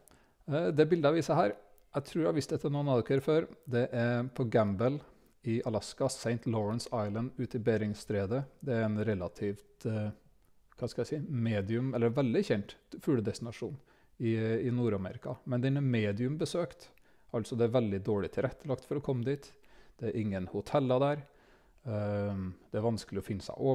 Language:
Norwegian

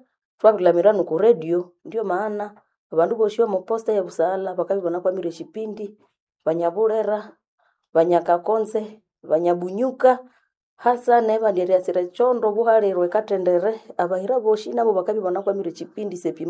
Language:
Nande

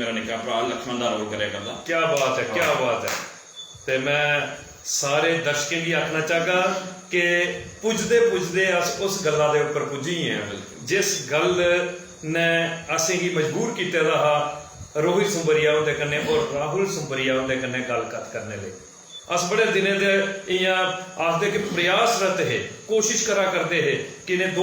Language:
Dogri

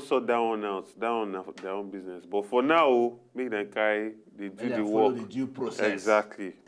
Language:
Nigerian Pidgin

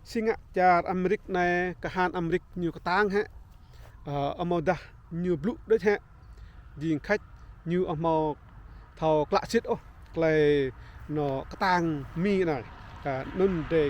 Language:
Rade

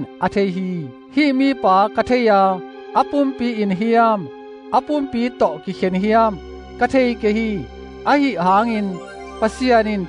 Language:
Tedim Chin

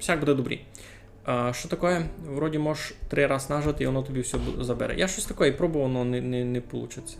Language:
Rusyn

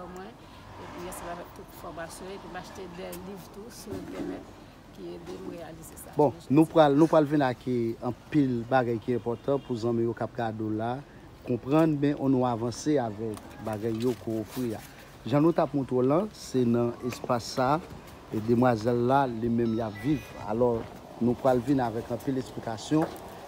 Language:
Haitian Creole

